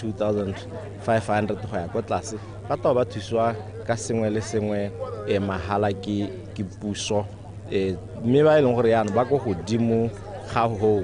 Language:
Tswana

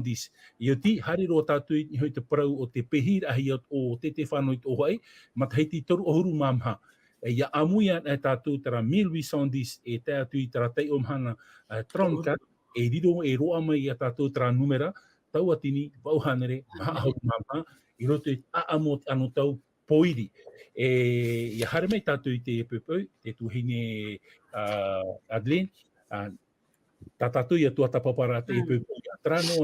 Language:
Tahitian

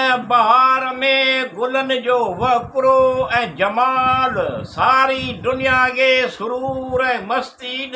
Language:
Sindhi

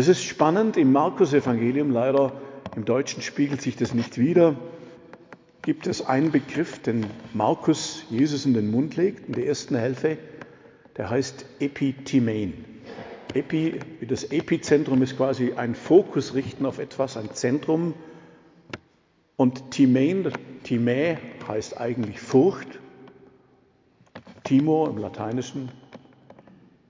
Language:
German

